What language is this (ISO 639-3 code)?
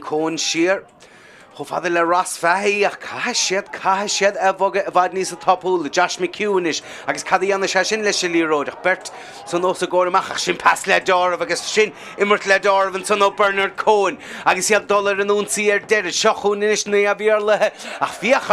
gle